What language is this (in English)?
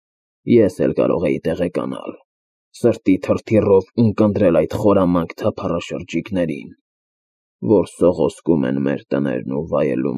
Armenian